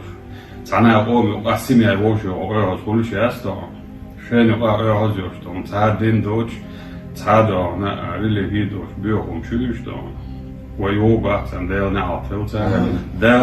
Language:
Chechen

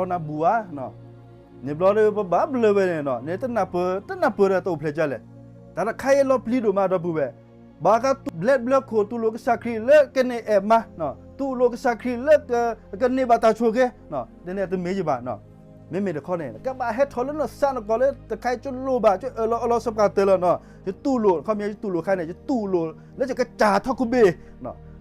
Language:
S'gaw Karen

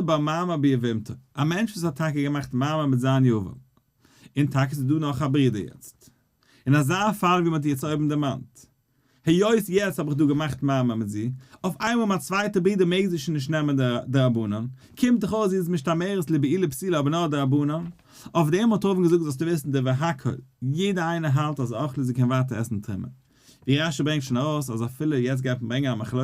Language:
Yiddish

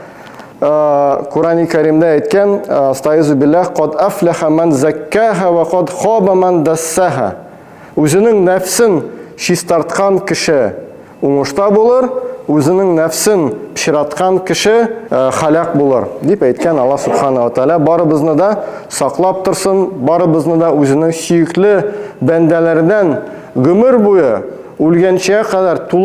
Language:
Tatar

